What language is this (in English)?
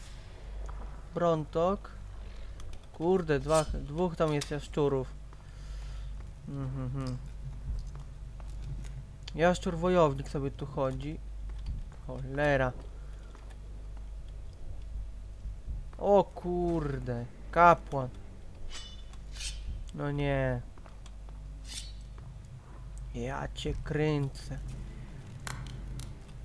Polish